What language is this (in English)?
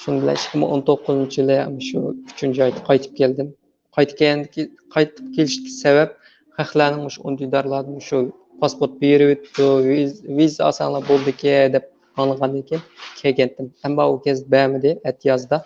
Uyghur